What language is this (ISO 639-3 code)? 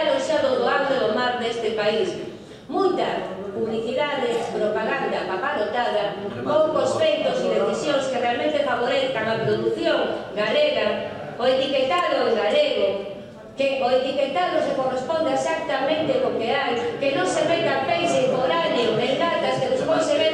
glg